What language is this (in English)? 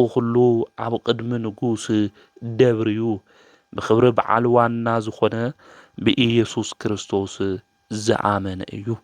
Tigrinya